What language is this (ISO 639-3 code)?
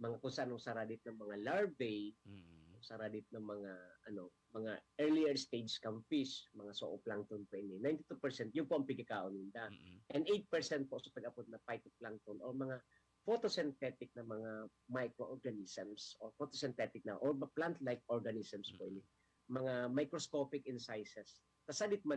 bik